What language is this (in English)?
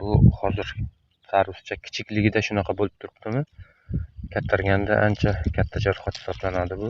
Uzbek